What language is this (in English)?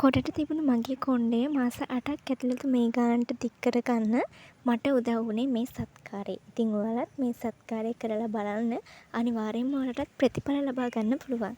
Sinhala